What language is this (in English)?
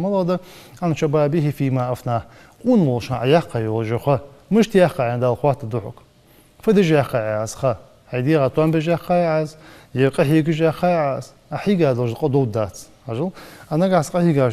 Ingush